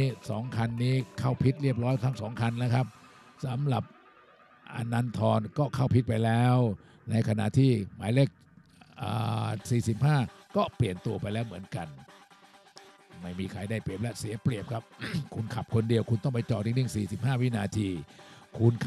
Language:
Thai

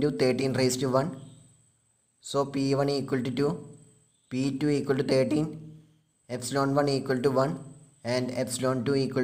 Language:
Malayalam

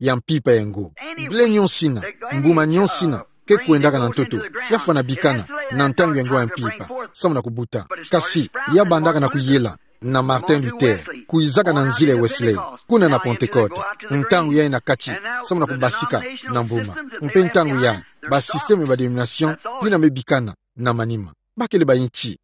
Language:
Kituba (Democratic Republic of Congo)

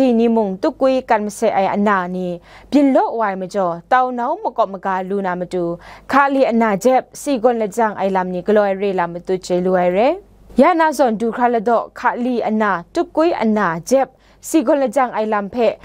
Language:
Kachin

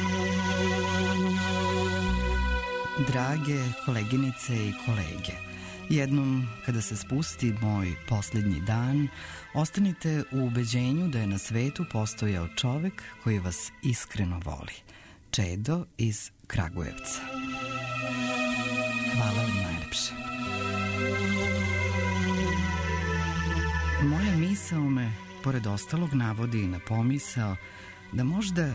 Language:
Serbian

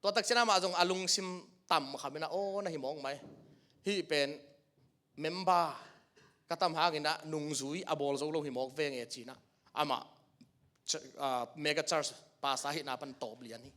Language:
Tedim Chin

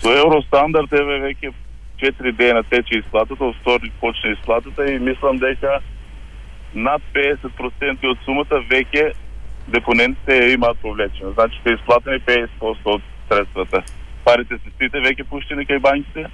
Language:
Macedonian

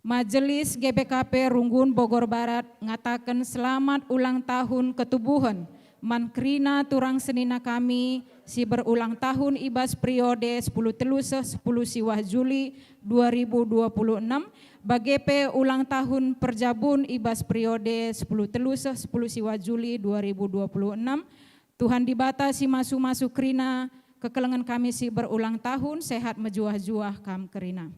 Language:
Batak Karo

